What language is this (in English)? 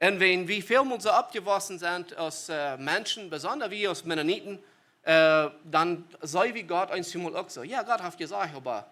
Plautdietsch